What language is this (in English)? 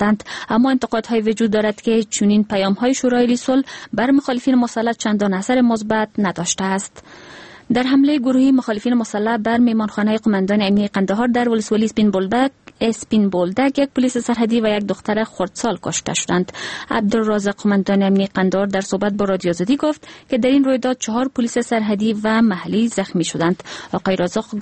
Persian